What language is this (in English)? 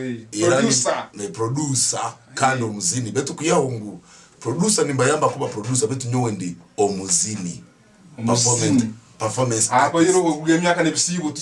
Tooro